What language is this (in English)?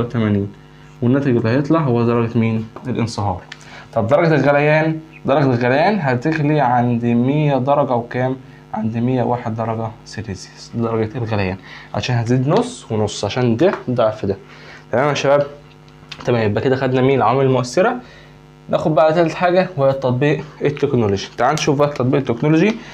Egyptian Arabic